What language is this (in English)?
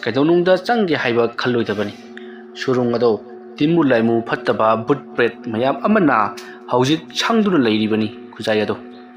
Manipuri